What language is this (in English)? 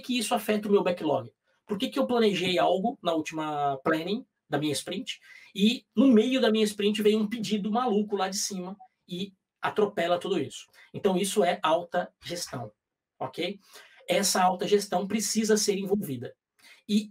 Portuguese